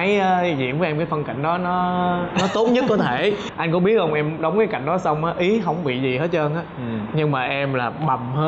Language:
Vietnamese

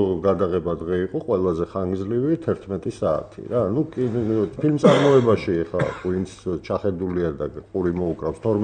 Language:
Georgian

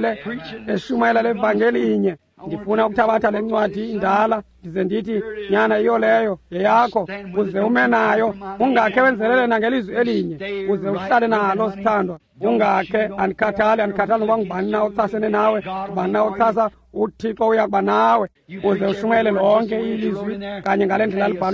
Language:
Xhosa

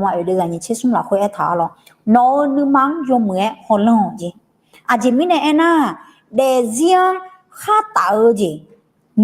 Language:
Akha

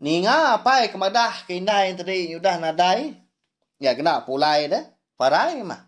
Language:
Iban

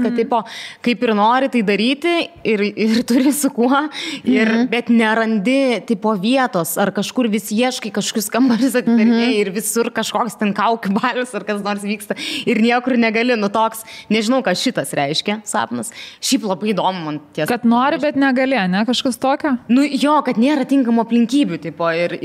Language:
Lithuanian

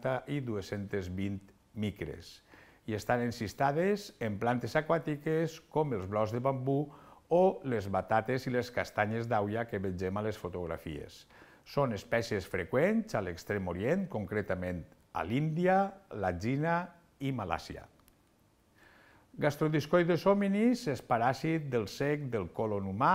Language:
Catalan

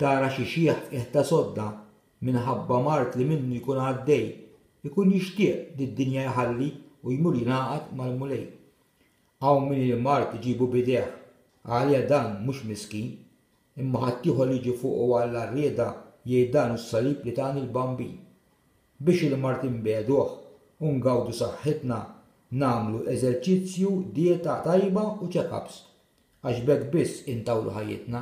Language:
Maltese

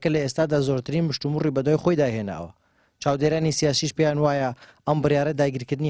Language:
Central Kurdish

